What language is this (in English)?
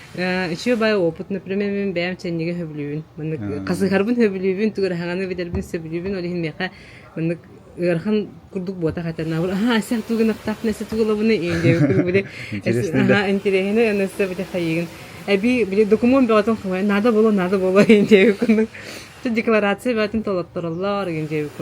Yakut